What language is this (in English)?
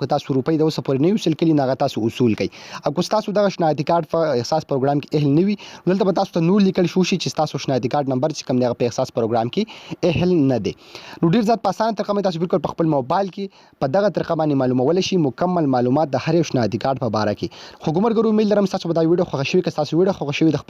Pashto